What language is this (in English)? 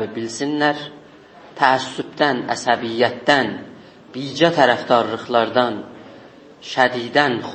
South Azerbaijani